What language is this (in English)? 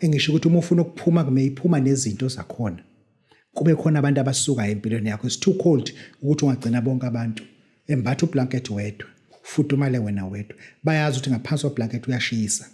Zulu